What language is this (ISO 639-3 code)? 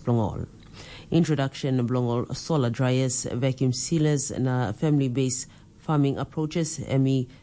tpi